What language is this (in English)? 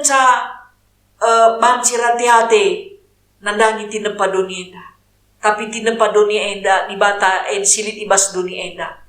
Batak Karo